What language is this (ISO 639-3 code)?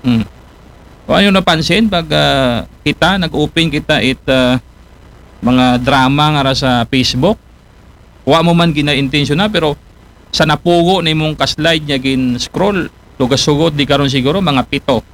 akl